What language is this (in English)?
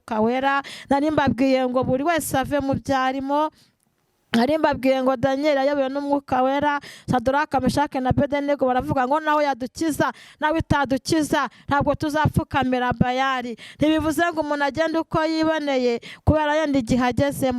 Kinyarwanda